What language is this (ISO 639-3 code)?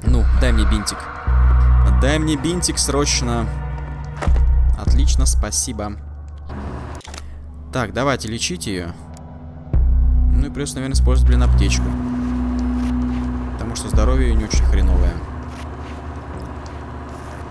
rus